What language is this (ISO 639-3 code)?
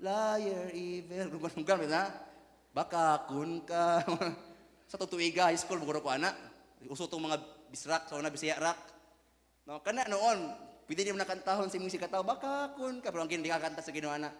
ceb